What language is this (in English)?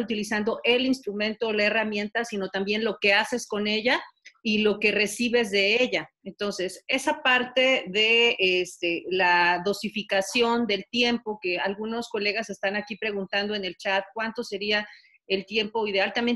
Spanish